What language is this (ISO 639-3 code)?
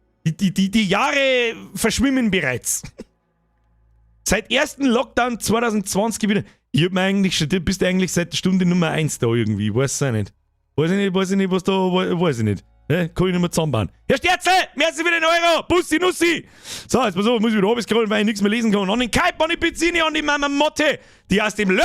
bar